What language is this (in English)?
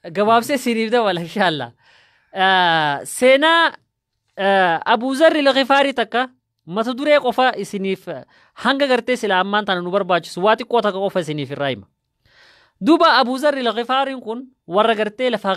Oromo